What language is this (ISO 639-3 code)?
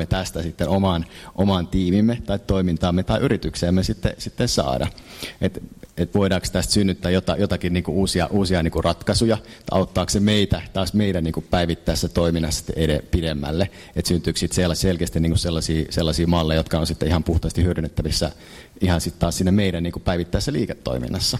fin